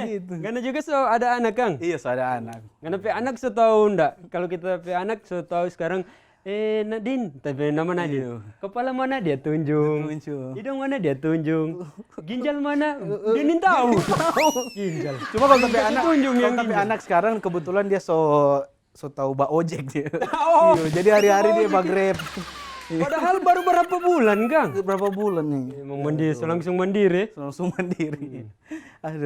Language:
Manado Malay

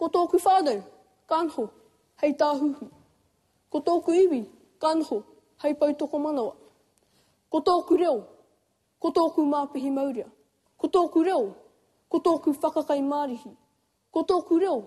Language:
Māori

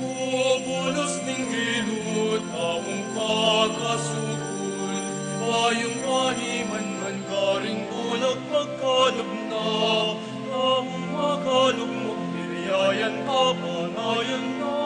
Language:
Pampanga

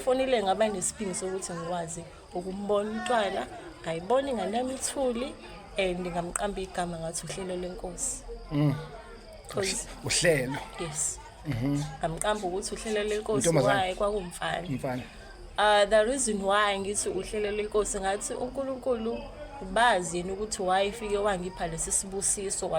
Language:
Zulu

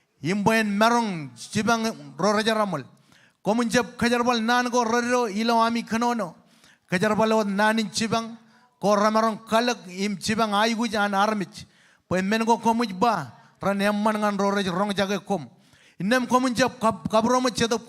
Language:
Marshallese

